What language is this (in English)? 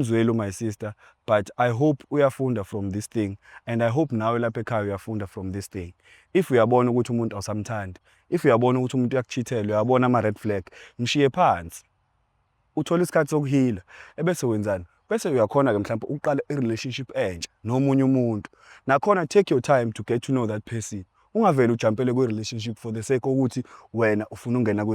Zulu